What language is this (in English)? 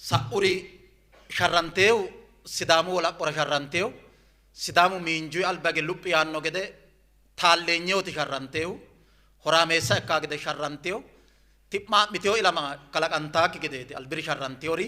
Sidamo